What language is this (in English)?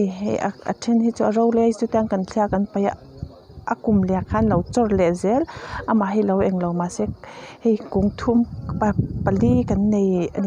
Mizo